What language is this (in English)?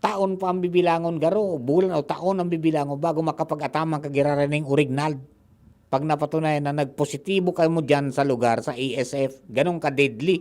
Bikol